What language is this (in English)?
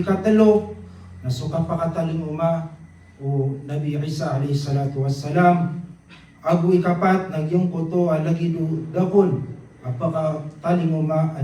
Maranao